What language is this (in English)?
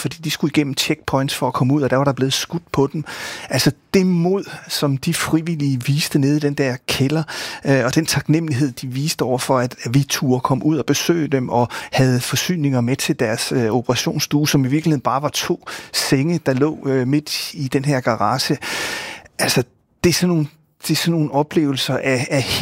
Danish